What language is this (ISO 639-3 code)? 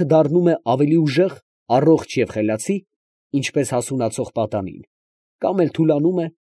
hye